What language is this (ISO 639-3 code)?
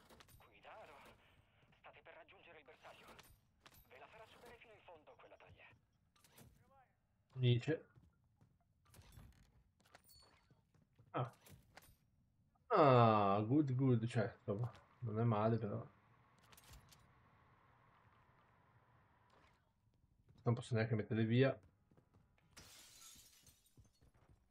ita